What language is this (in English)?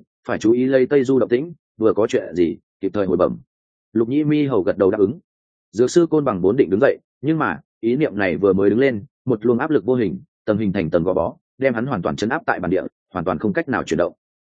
Vietnamese